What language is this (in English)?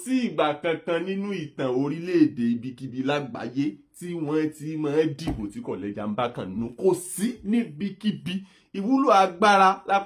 Yoruba